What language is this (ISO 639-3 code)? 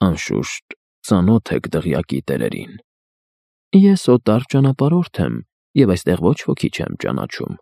hye